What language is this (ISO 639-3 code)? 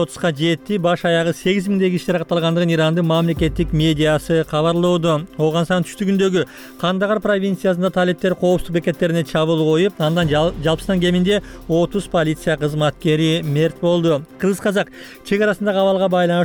kir